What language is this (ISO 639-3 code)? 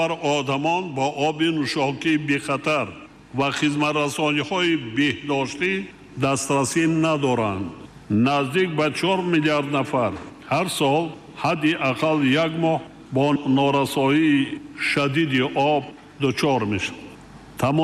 tgk